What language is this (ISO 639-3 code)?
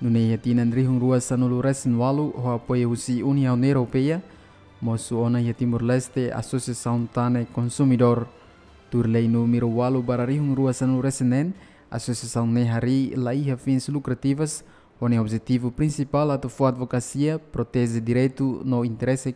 tet